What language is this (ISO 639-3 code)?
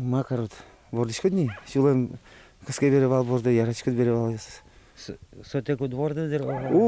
udm